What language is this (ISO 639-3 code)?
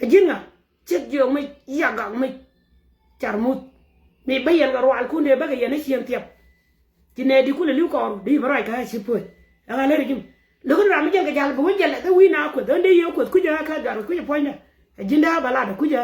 nus